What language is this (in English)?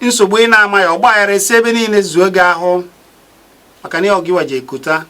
Igbo